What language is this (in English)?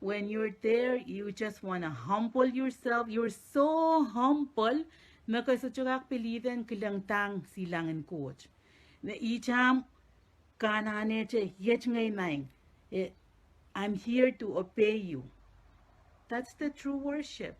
Pohnpeian